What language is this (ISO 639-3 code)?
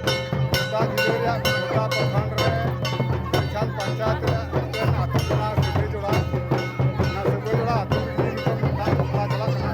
sat